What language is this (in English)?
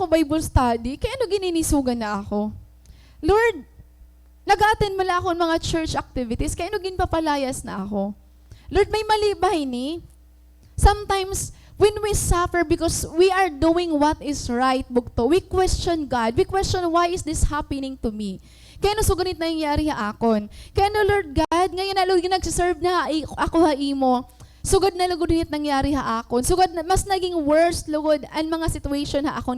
Waray